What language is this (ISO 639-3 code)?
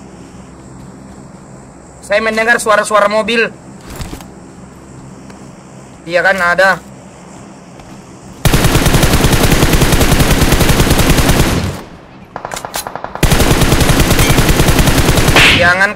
ind